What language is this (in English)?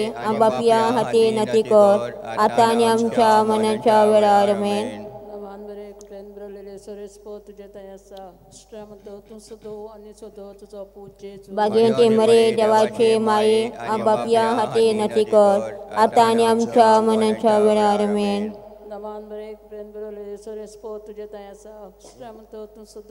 Konkani